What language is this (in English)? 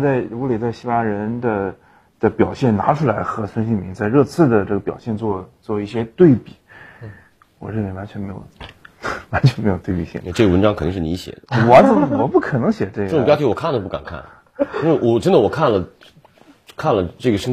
Chinese